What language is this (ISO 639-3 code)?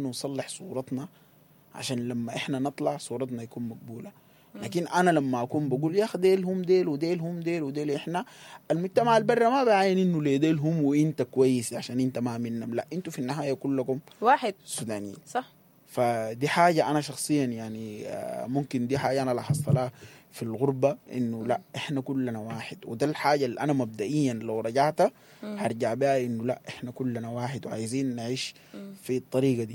apd